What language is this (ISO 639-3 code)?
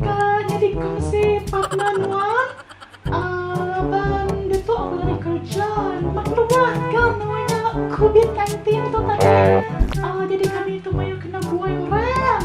iba